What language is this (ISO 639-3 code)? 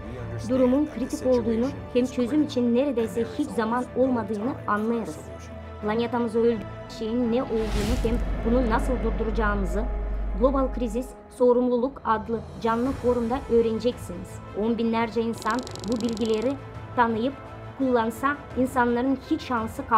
gag